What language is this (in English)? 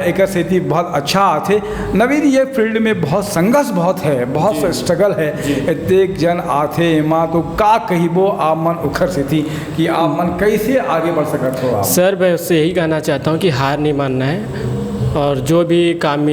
Chhattisgarhi